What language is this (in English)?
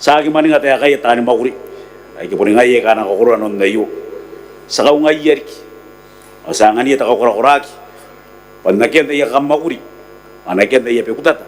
Gilbertese